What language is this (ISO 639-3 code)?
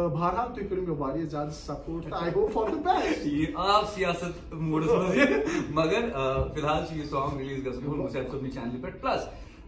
kas